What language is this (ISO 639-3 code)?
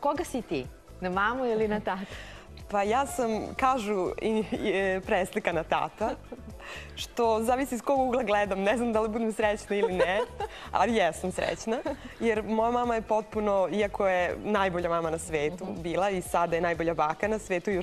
srp